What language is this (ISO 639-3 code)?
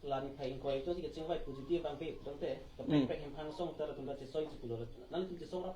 mjw